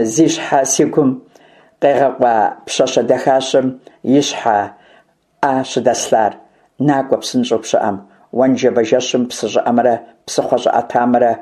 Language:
Kabardian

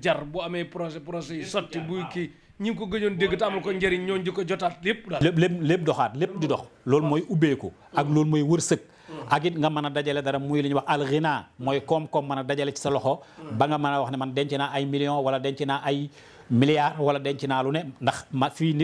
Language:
Wolof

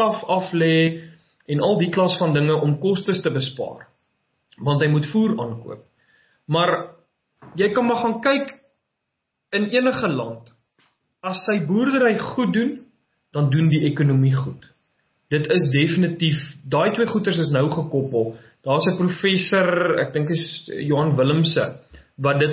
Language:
Afrikaans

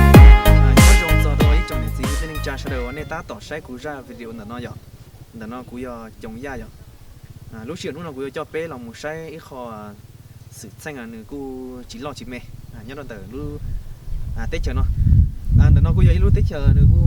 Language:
Hmong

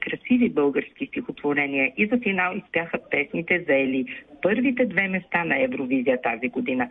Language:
Bulgarian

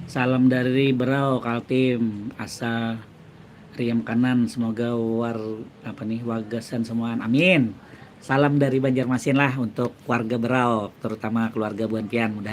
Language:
Banjar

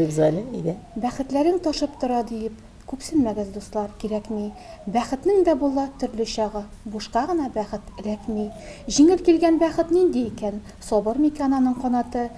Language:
Tatar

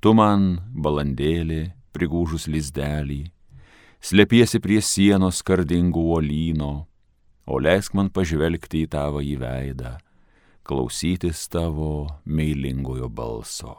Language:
Lithuanian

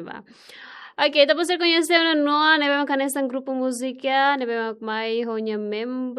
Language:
Tetum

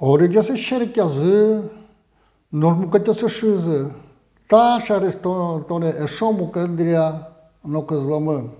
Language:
Udmurt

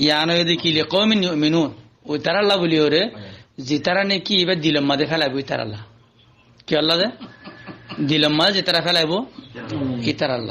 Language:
Rohingya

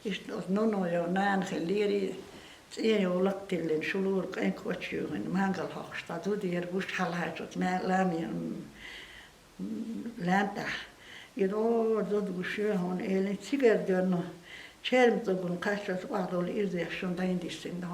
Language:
Chechen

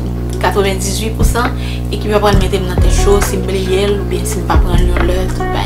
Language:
Haitian Creole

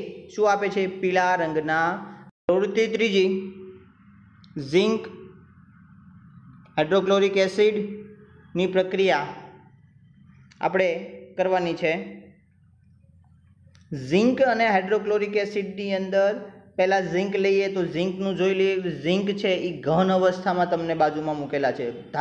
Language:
Gujarati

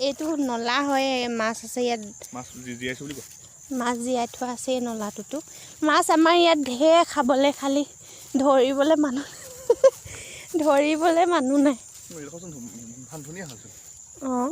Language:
Assamese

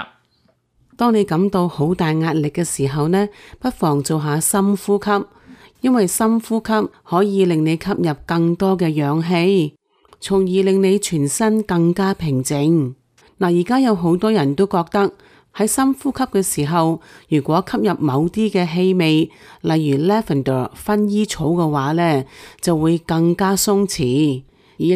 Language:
Cantonese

